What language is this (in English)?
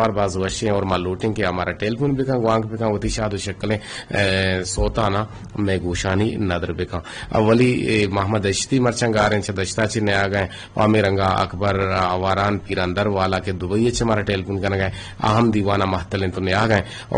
Eastern Balochi